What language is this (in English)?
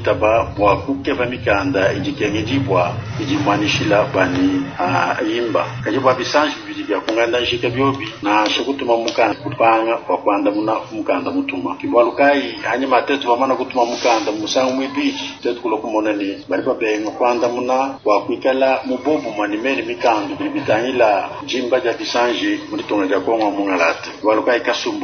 Luba-Lulua